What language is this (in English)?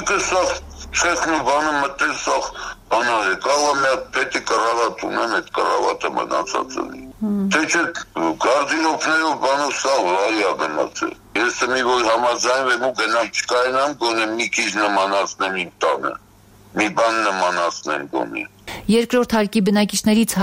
Armenian